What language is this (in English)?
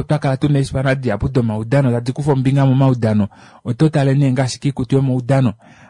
Kuanyama